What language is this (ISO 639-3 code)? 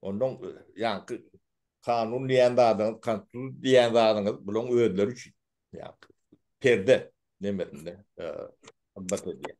tuk